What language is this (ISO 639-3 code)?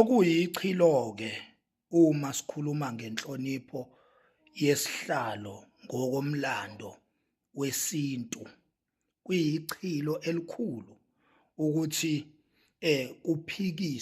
zul